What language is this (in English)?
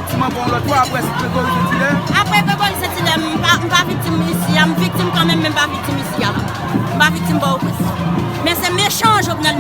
Haitian Creole